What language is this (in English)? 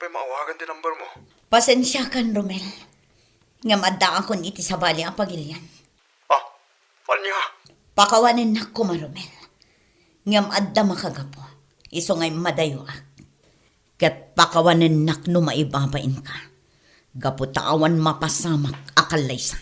Iloko